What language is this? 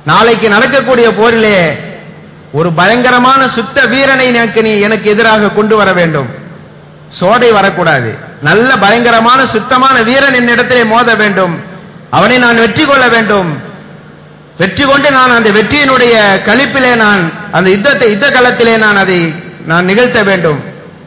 Tamil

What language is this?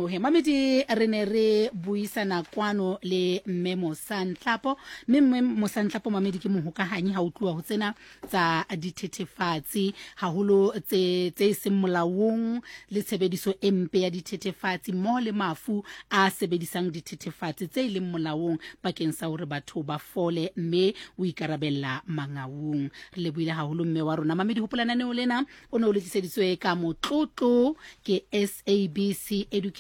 Southern Sotho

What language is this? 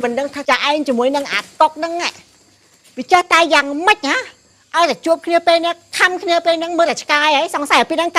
Khmer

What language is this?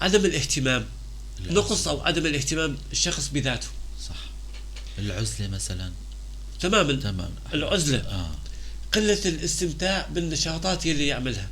North Levantine Arabic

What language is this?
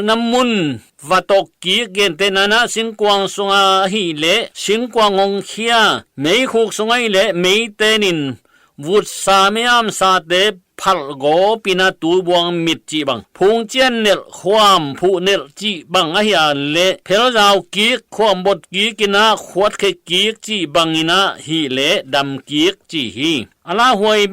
Tedim Chin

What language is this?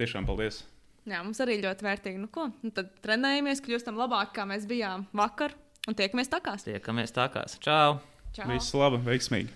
Latvian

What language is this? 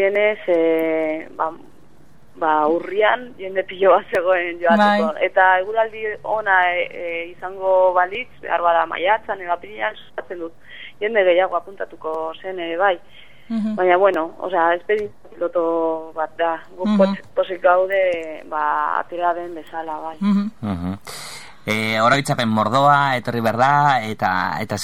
Basque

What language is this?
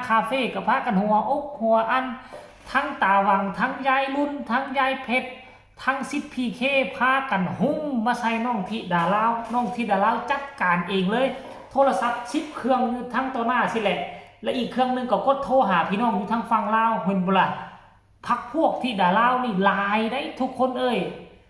Lao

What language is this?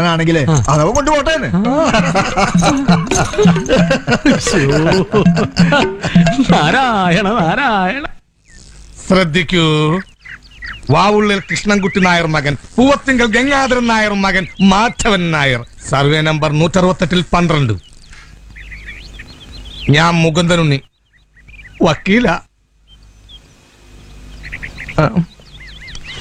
Malayalam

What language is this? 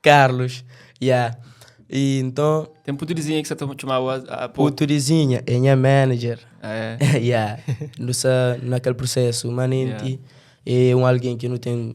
Kabuverdianu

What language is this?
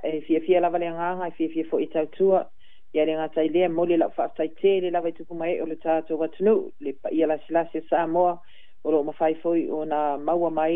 Samoan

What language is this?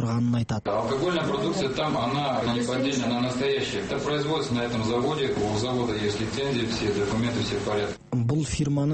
Kazakh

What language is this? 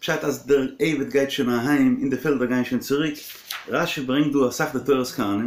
Yiddish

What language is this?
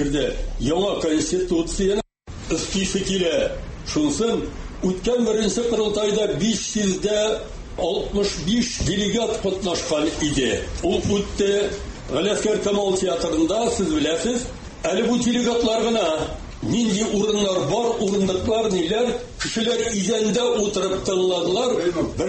Tatar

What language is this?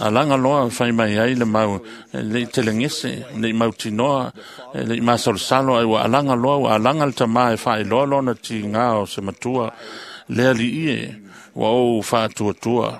Samoan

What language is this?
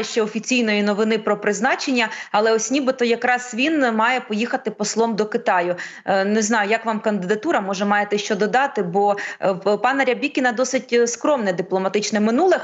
Ukrainian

